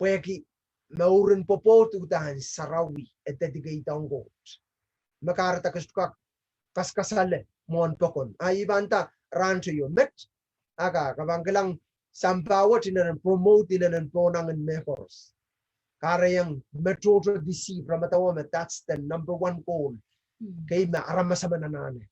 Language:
Pohnpeian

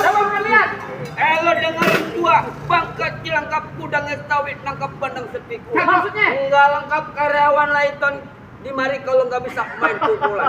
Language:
Betawi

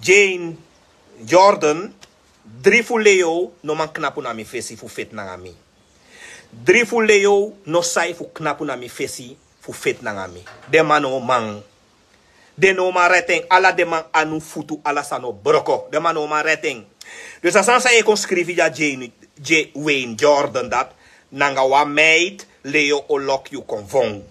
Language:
Sranan Tongo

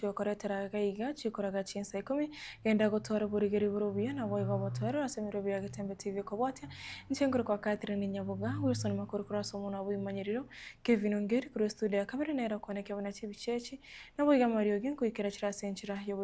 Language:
Gusii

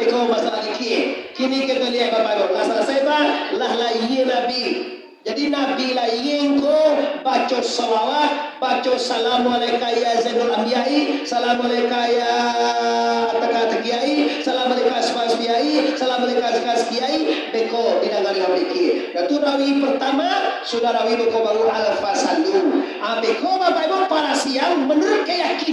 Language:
Minangkabau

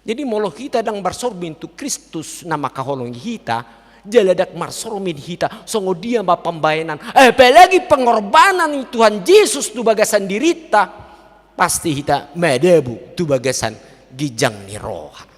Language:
Batak Toba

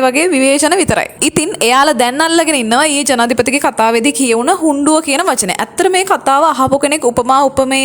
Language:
Sinhala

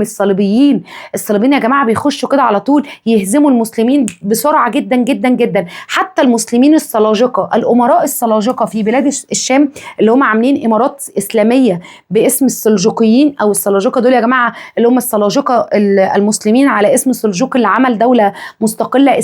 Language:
Egyptian Arabic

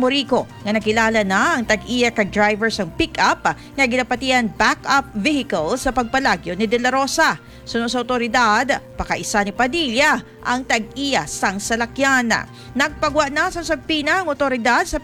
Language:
Hiligaynon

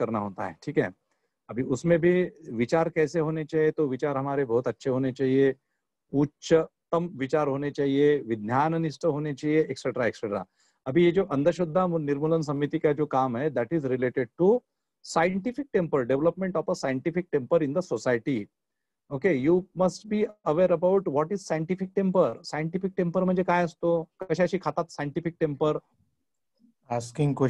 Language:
Marathi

